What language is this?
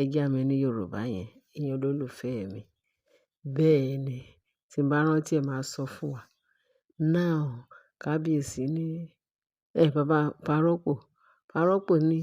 Yoruba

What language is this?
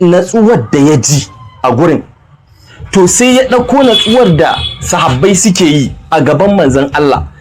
Hausa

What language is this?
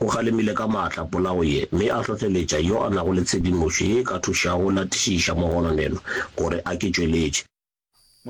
Northern Sotho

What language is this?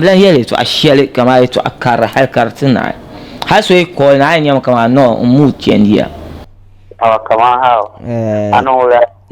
Dagbani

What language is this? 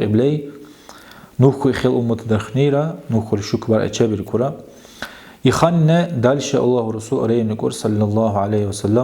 Dargwa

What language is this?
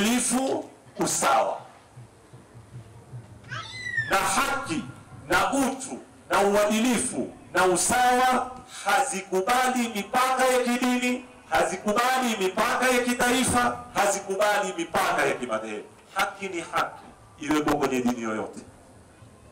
Swahili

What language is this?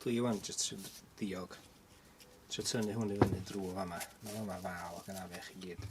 Welsh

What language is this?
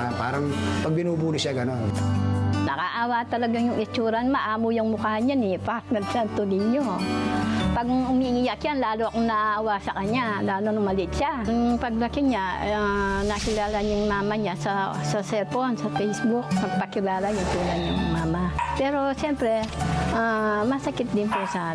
Filipino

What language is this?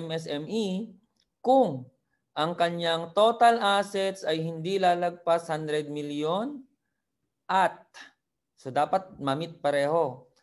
Filipino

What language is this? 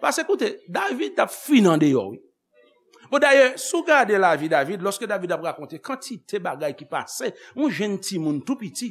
Haitian Creole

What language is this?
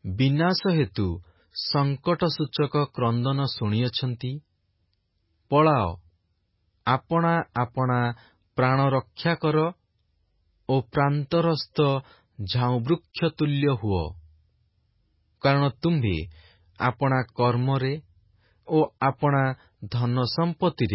Odia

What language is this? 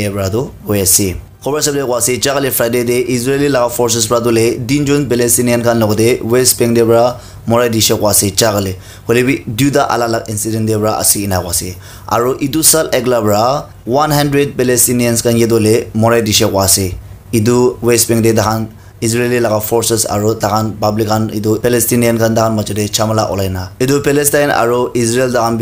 Naga Pidgin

